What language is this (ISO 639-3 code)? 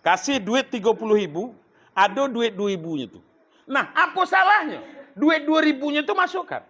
min